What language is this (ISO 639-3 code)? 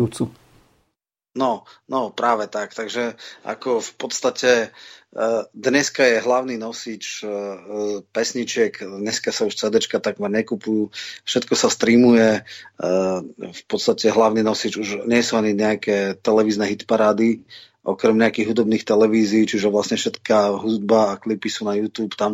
slk